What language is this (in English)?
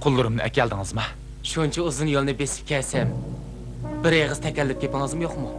Uyghur